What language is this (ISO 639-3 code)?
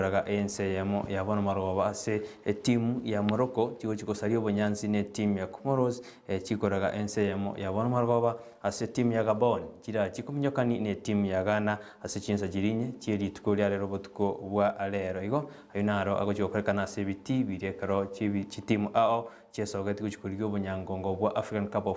guz